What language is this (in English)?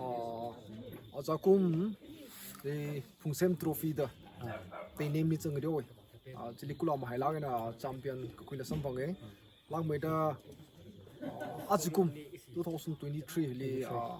Tangkhul Naga (India)